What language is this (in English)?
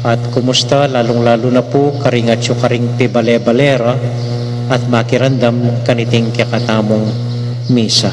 Pampanga